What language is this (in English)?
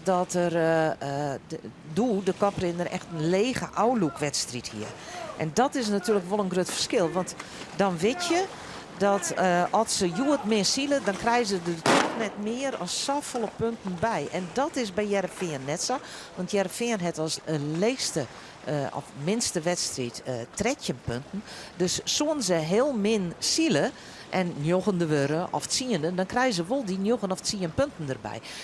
Western Frisian